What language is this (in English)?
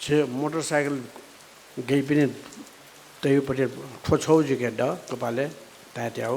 Newari